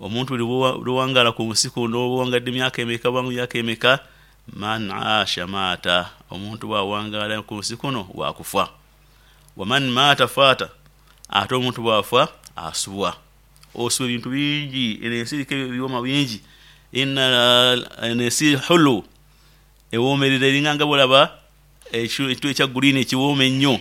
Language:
Nyoro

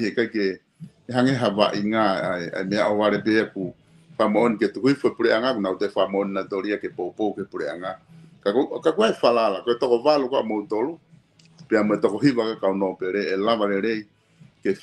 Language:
Tongan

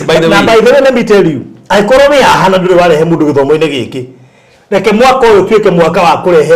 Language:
Kikuyu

